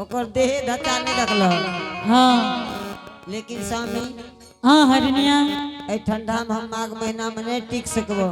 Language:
Angika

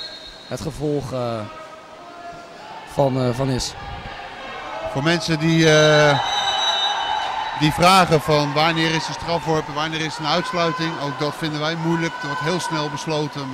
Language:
Dutch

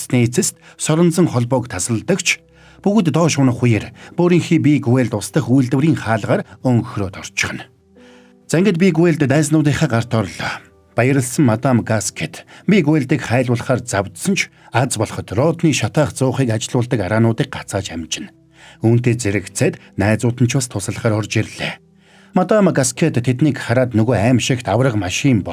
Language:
Mongolian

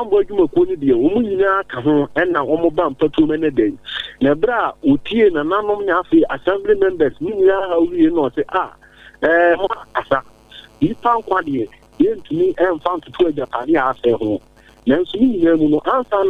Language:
Akan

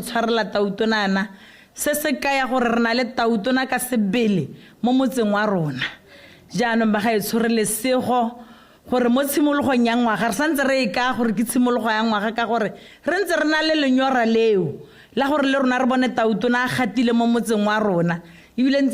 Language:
Tswana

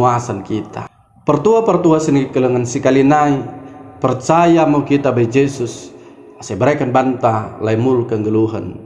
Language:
Batak Dairi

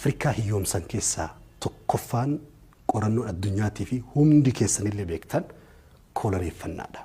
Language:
Oromo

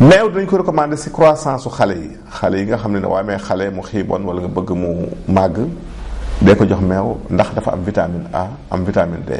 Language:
Wolof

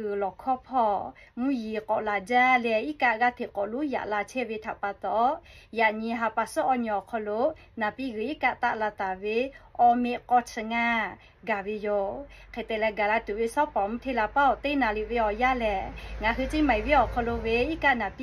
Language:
Lahu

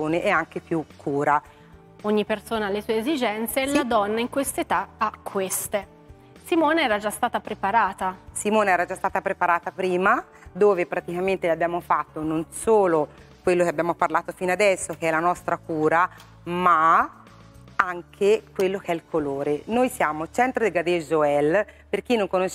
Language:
Italian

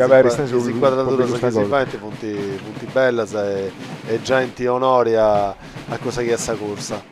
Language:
Sardinian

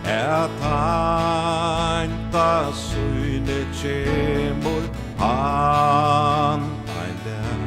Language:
Faroese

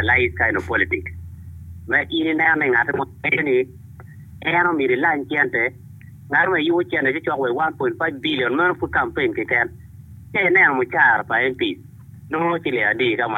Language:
Acoli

